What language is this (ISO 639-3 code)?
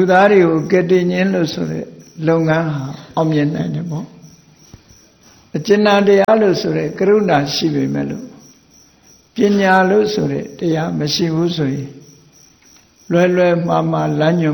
mya